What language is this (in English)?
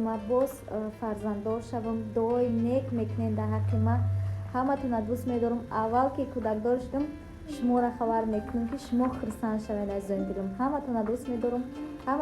Tajik